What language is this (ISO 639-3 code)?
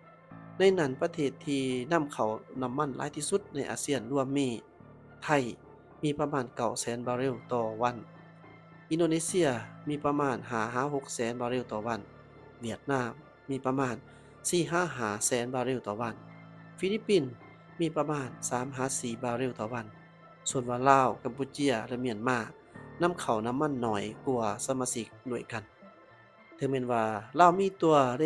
lao